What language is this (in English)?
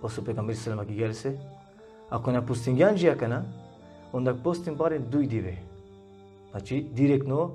Balkan Romani